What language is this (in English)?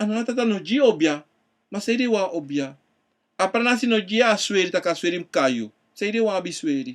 Sranan Tongo